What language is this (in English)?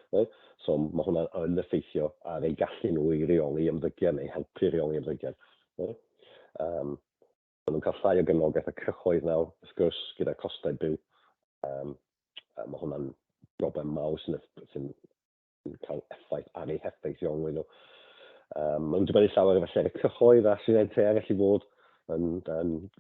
Welsh